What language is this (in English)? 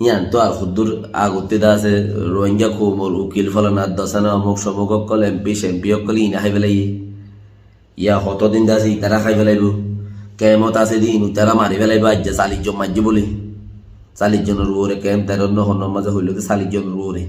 Rohingya